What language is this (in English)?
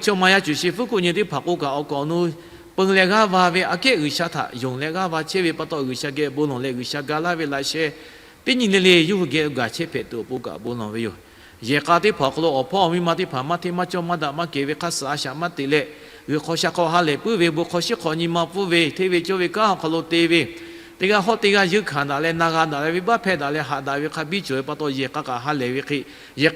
Lahu